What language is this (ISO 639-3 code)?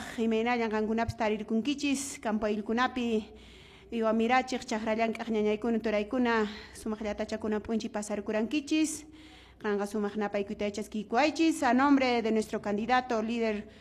que